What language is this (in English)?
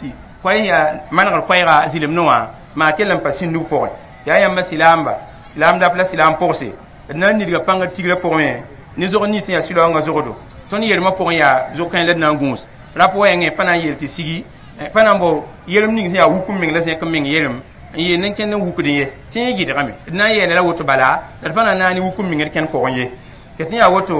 Mossi